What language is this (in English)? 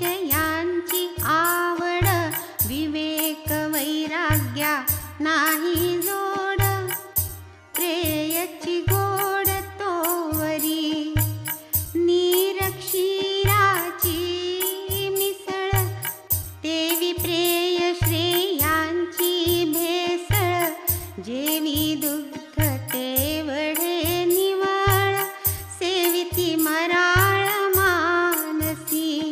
Marathi